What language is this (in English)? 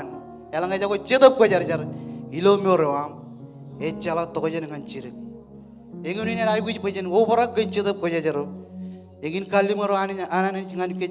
Marshallese